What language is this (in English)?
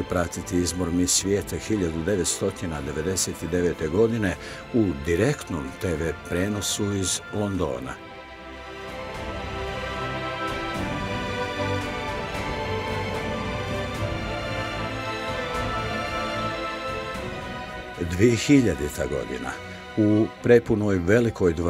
Bosnian